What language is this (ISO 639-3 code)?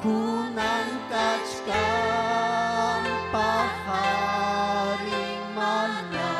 quy